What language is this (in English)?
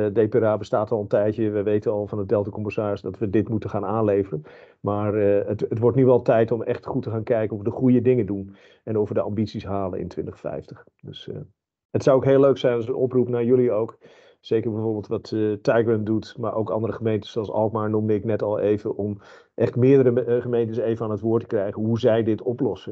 Dutch